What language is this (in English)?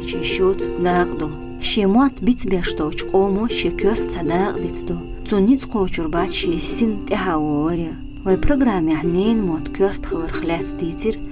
Chechen